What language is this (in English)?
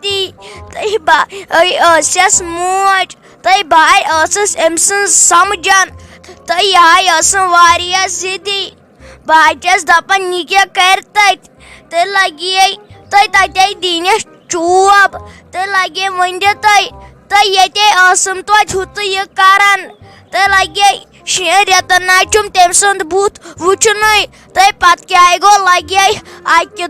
Kashmiri